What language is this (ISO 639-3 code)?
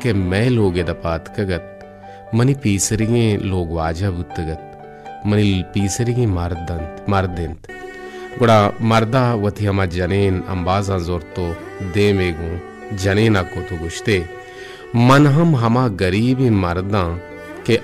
bal